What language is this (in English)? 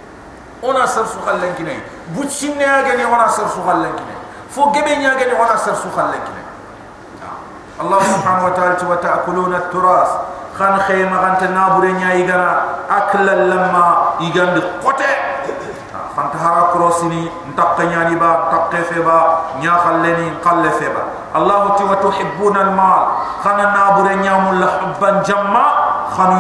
Soninke